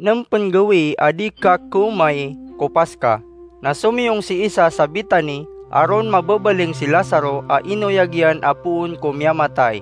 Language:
Maranao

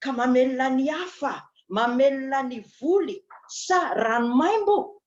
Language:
Malagasy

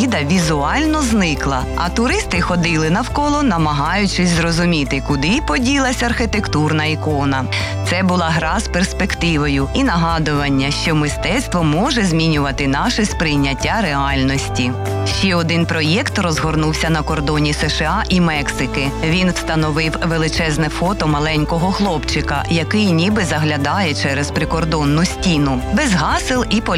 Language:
Ukrainian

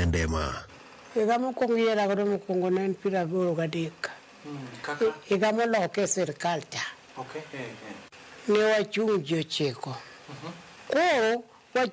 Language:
Luo (Kenya and Tanzania)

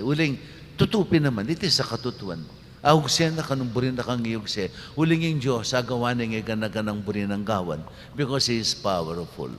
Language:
Pampanga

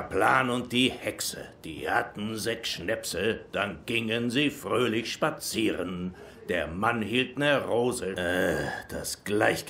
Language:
Swiss German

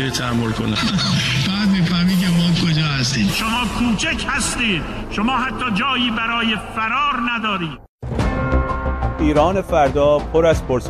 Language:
Persian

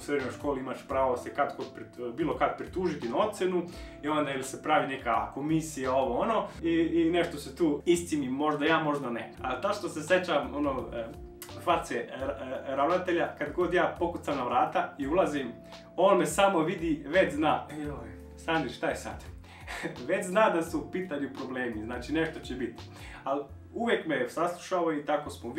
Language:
Croatian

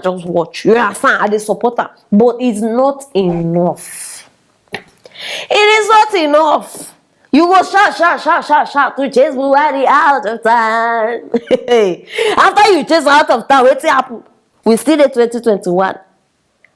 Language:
Nigerian Pidgin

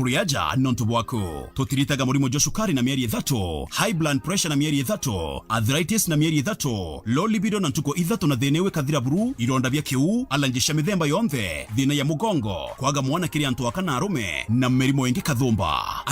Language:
Meru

